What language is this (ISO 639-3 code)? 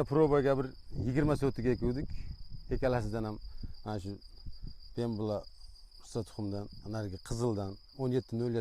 uzb